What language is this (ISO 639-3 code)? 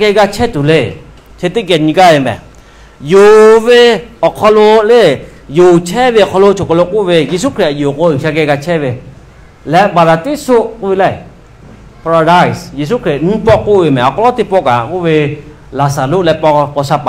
lhu